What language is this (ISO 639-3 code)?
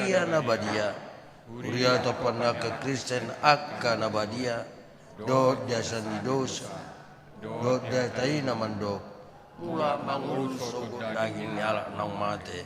bbc